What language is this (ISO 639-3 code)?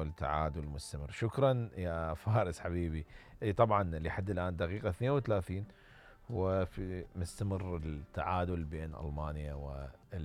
acm